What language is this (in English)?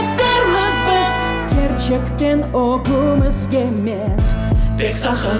Crimean Tatar